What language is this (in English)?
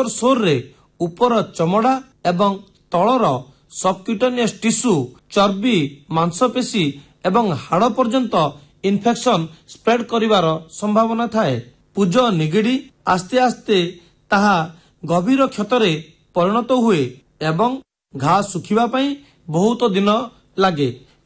Odia